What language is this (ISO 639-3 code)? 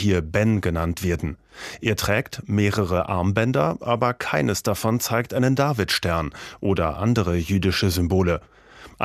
deu